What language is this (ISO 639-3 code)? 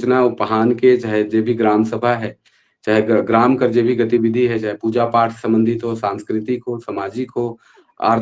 sck